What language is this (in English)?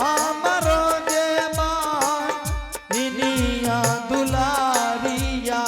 Angika